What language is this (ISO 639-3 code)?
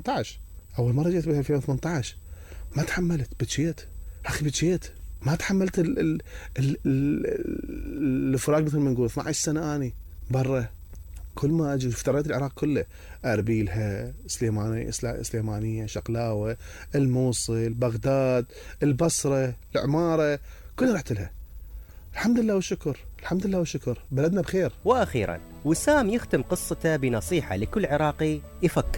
acm